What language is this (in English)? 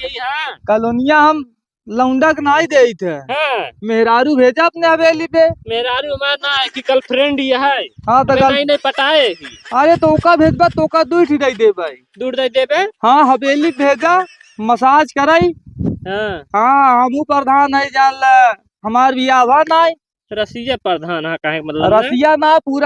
Awadhi